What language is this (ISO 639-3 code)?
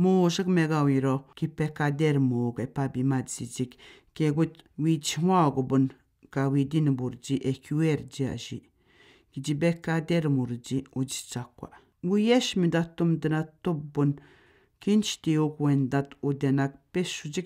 atj